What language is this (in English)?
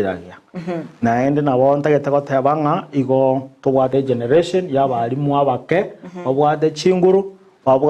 Gusii